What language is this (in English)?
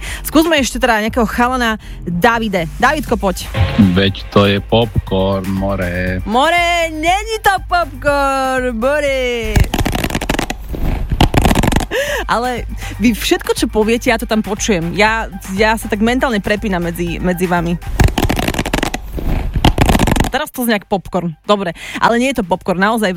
Slovak